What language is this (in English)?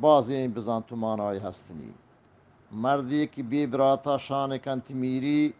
Eastern Balochi